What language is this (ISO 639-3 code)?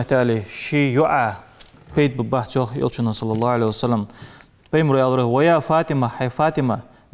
inh